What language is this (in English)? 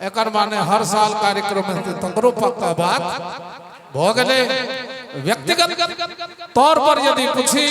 Maithili